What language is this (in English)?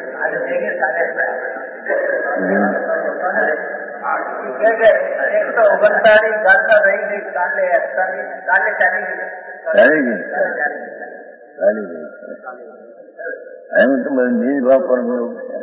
Gujarati